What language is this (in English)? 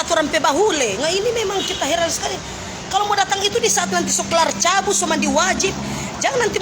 Manado Malay